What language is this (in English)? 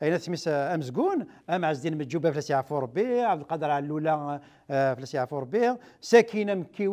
Kabyle